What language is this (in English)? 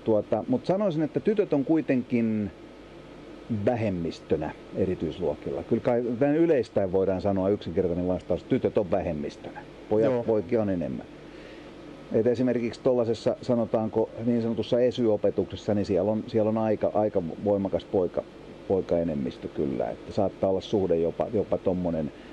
Finnish